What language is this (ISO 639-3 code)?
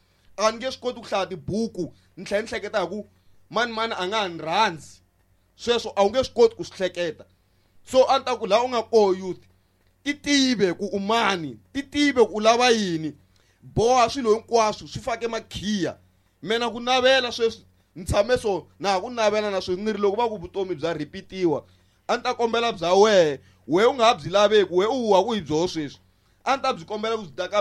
tso